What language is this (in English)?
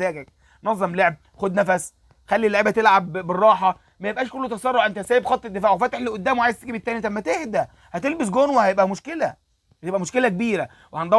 Egyptian Arabic